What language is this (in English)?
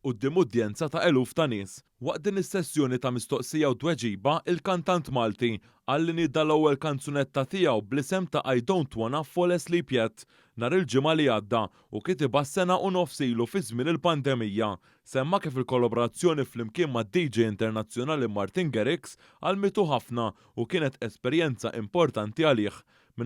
Maltese